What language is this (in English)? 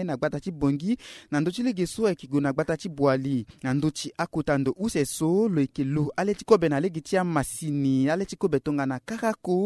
Sango